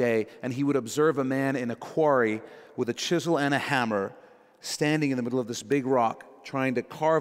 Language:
English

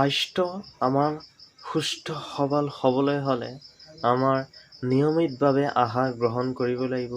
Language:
Assamese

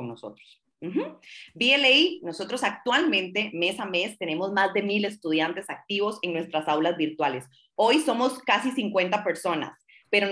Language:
Spanish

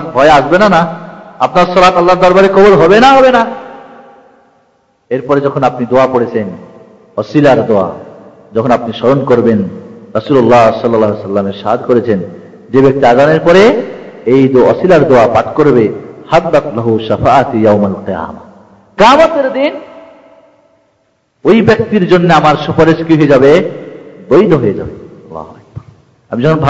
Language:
Bangla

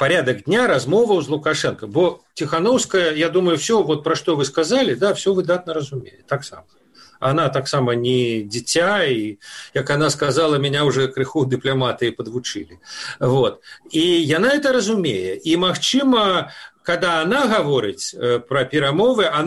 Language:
Belarusian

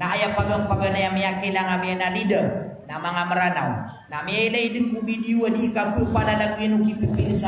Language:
Maranao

